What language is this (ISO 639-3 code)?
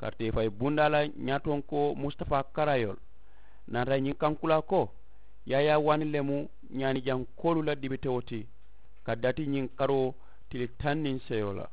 man